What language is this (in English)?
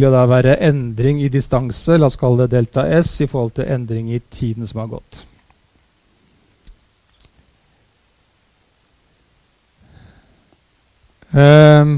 Norwegian